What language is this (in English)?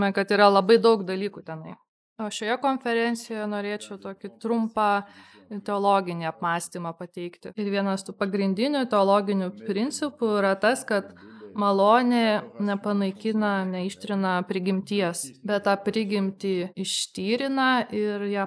Lithuanian